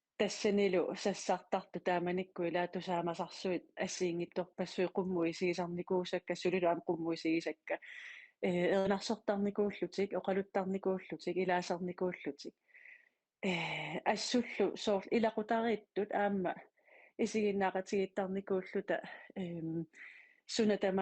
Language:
Kalaallisut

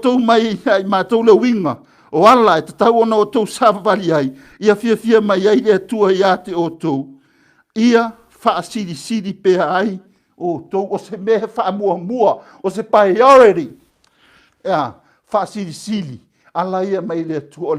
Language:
Samoan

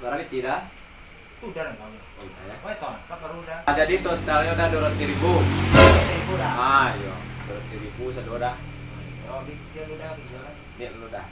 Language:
Minangkabau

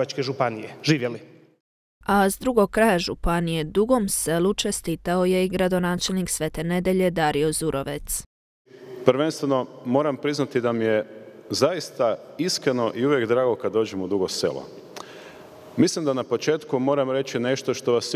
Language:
Croatian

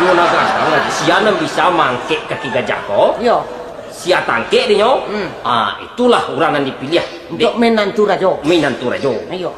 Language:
Minangkabau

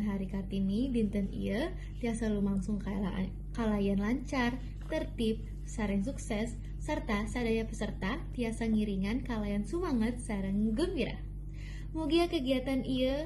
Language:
Sundanese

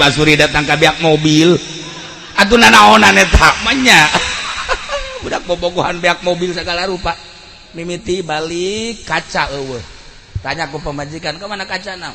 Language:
Sundanese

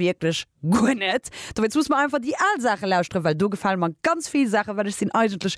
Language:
Luxembourgish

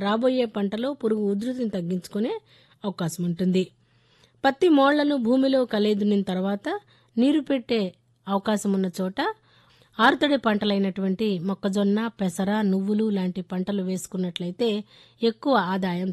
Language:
Telugu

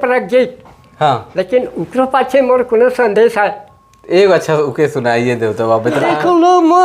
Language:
Sadri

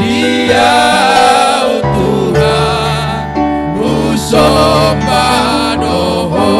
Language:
Batak Toba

